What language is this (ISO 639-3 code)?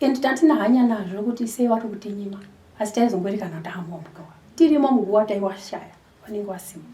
sna